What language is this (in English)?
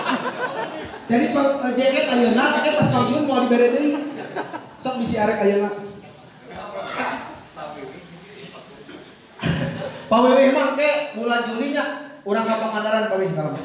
Indonesian